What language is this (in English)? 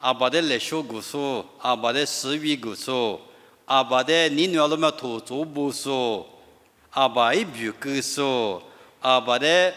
Lisu